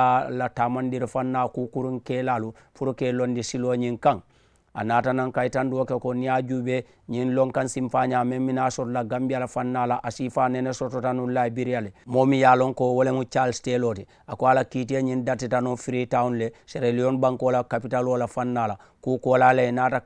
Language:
Mandingo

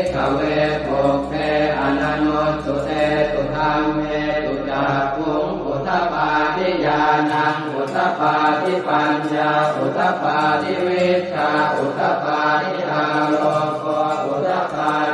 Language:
Pali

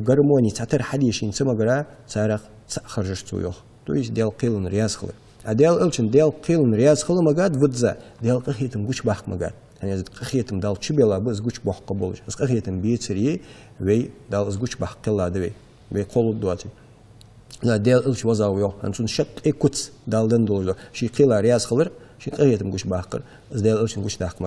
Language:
Ingush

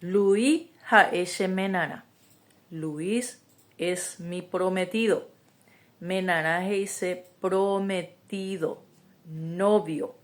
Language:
Guarani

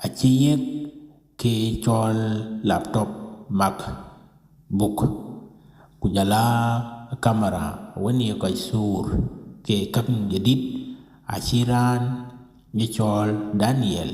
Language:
Dinka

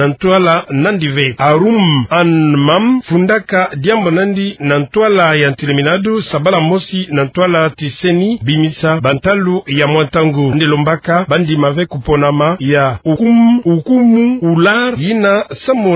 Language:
Kituba (Democratic Republic of Congo)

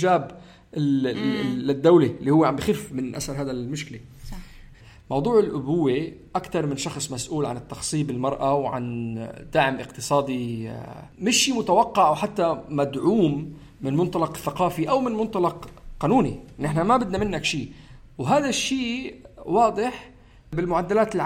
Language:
North Levantine Arabic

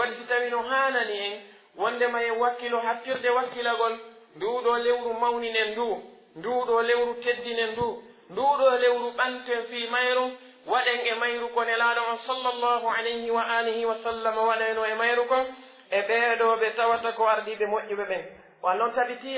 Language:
Pular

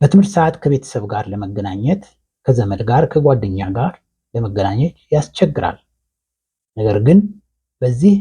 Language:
Amharic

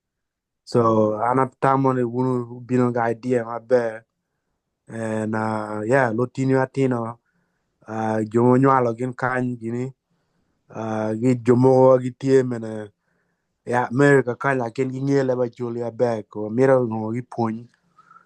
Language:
Acoli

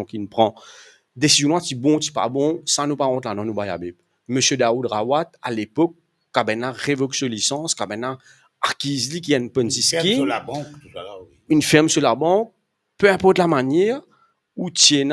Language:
Morisyen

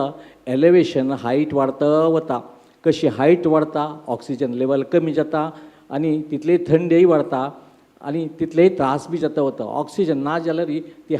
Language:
Konkani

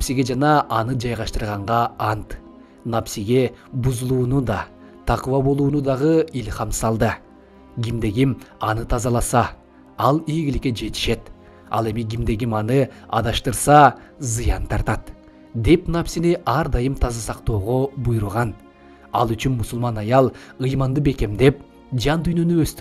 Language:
Kyrgyz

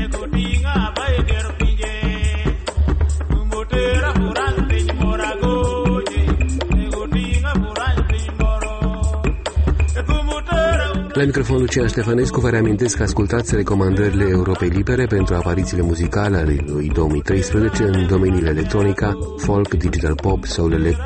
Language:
Romanian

